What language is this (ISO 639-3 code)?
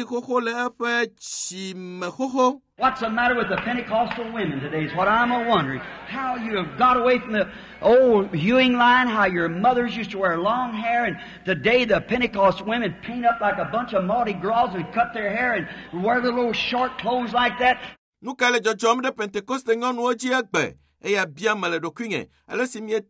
ewe